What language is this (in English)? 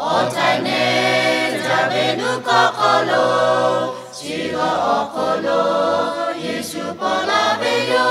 Lahu